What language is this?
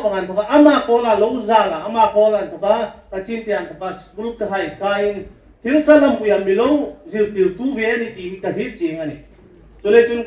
Hmar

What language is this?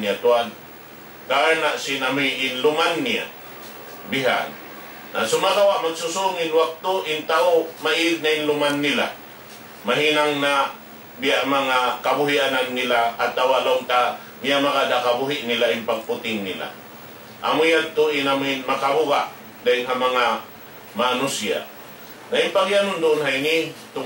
Tausug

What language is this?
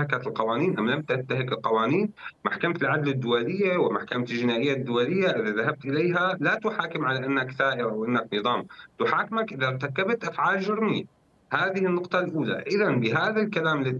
Arabic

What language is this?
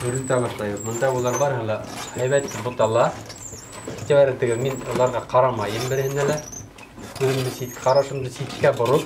Bashkir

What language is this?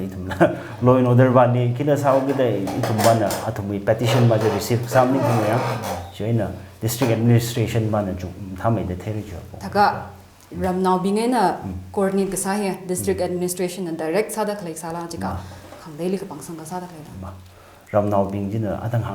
Tangkhul Naga (India)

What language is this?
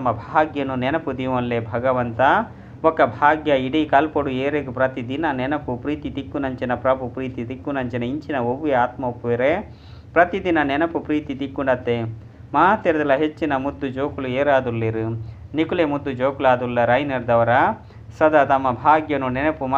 Tulu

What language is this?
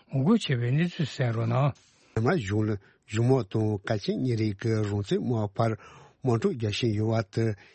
Tibetan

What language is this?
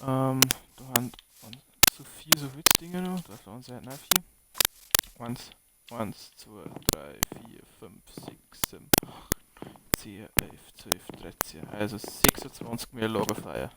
Bavarian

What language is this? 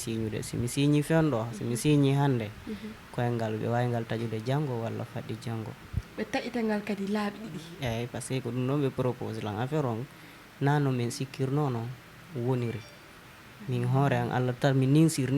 Fula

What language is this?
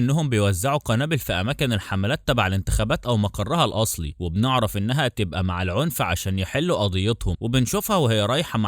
Egyptian Arabic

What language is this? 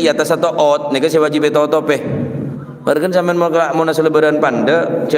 Madurese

